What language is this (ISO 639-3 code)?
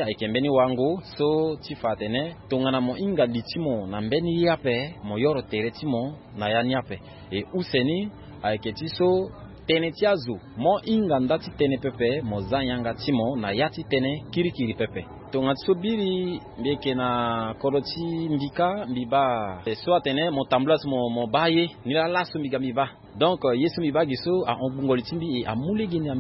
sag